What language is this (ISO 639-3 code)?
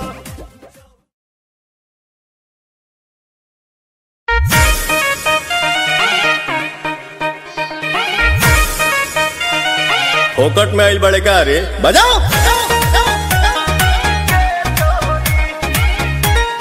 bho